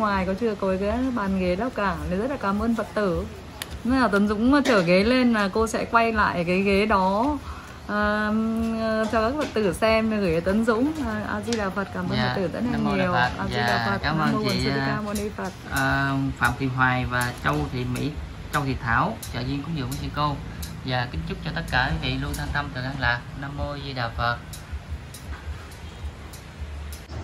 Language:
Vietnamese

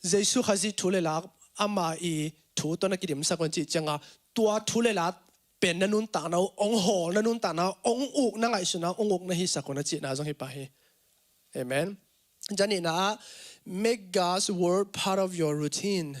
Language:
Tedim Chin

